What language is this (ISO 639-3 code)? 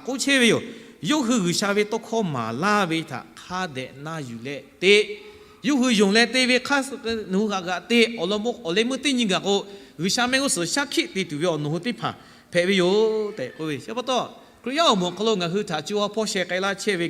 lhu